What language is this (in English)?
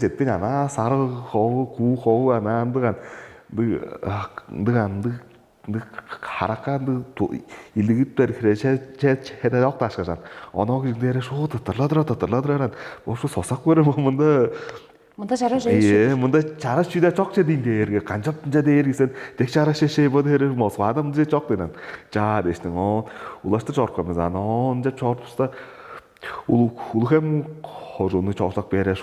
Tuvinian